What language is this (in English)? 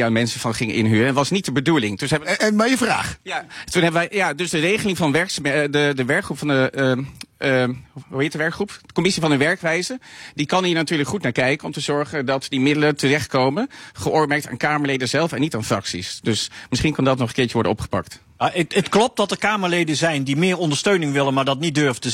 Dutch